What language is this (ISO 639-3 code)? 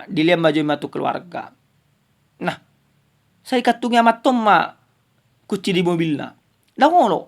bbc